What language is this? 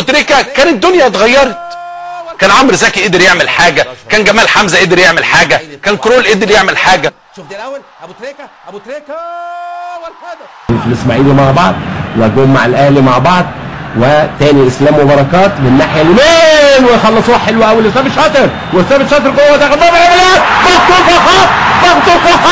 Egyptian Arabic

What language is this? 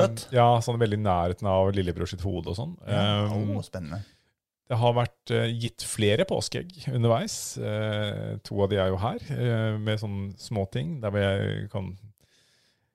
Norwegian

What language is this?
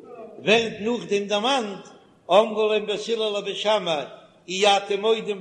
Yiddish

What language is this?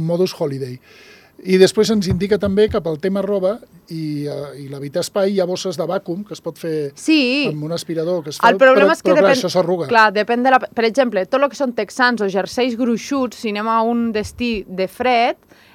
Catalan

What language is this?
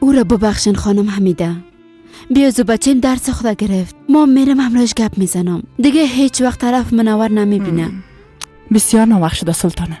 Persian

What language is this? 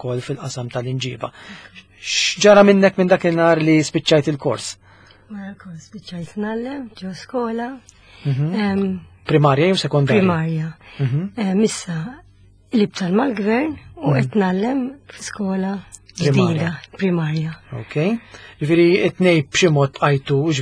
Maltese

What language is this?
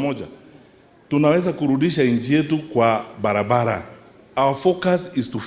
Gusii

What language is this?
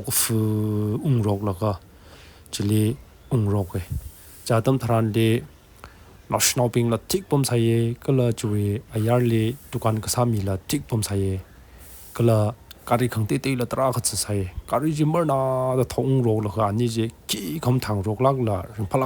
Tangkhul Naga (India)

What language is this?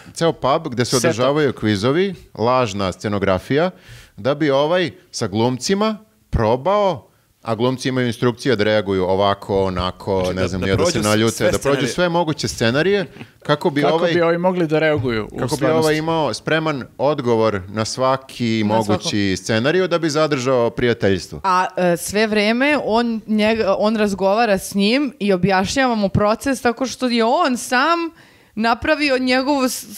Serbian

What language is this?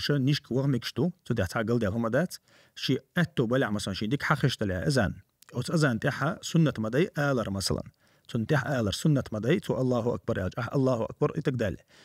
Chechen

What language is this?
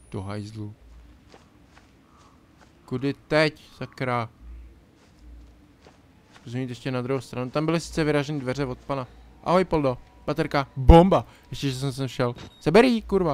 Czech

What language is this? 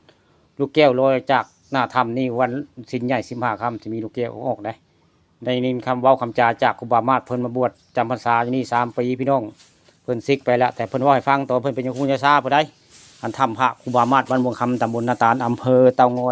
Northeastern Thai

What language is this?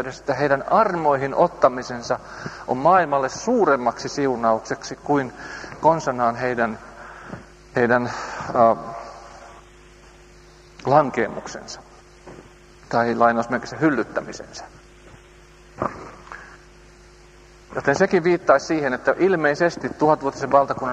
Finnish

